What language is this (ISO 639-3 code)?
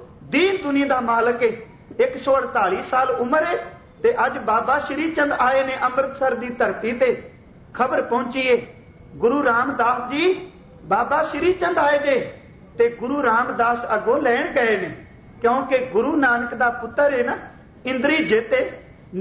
pan